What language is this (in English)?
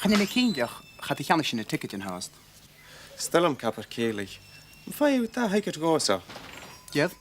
Scottish Gaelic